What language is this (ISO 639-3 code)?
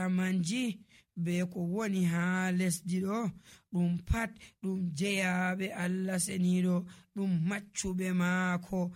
fuv